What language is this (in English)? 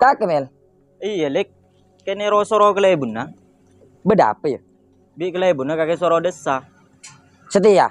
Madurese